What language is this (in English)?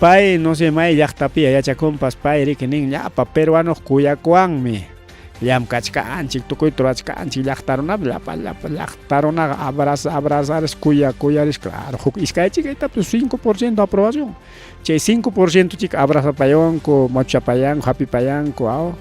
Ayacucho Quechua